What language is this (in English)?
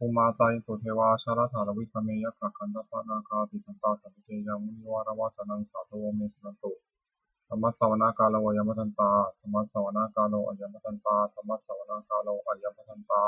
Pali